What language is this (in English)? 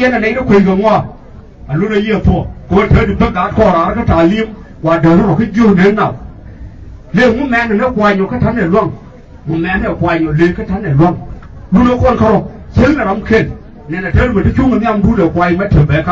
Nuer